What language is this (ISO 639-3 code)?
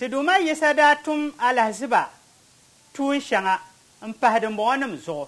dag